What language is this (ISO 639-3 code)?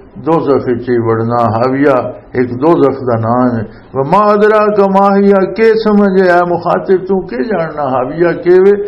lah